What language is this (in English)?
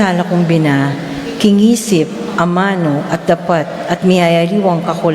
Pampanga